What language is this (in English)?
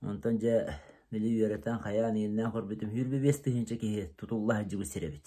Yakut